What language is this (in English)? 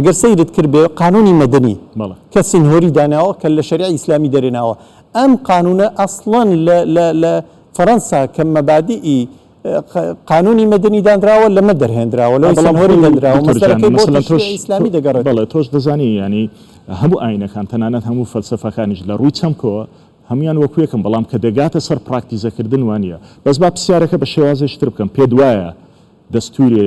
Central Kurdish